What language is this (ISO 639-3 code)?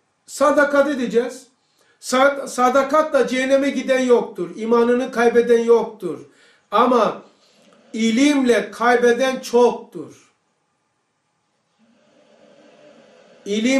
tur